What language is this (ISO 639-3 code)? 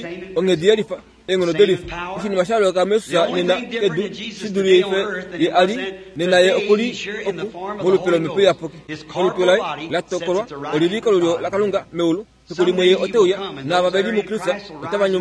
kua